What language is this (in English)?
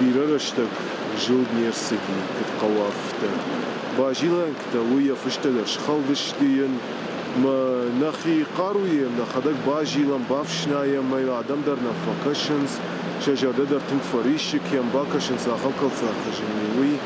Ossetic